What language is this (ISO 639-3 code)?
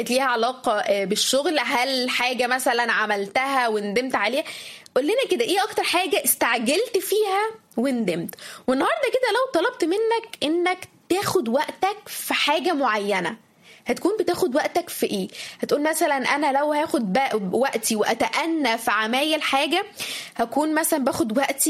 arz